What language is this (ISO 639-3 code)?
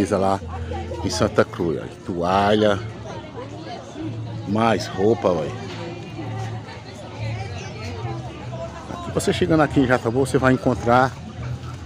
por